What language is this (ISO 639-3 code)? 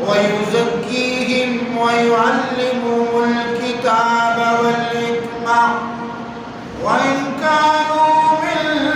bgp